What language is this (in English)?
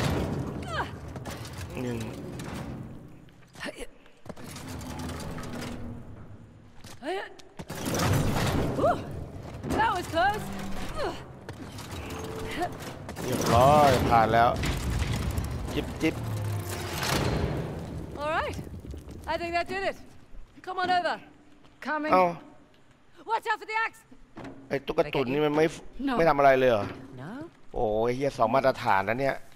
Thai